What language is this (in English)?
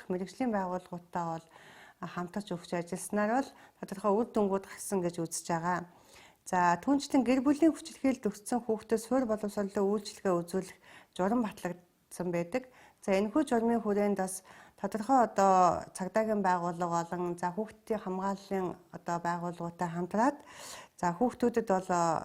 Mongolian